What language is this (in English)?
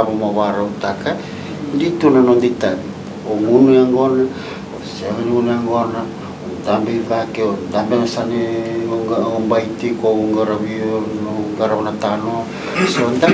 Fijian